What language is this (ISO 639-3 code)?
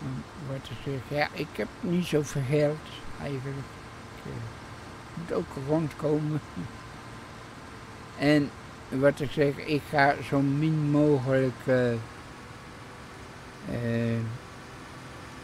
nld